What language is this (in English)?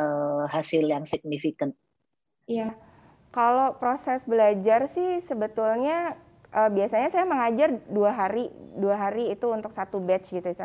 Indonesian